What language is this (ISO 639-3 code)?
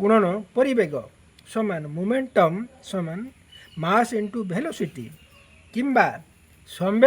ori